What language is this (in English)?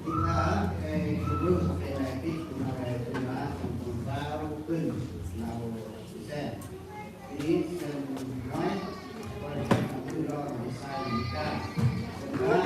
Central Mnong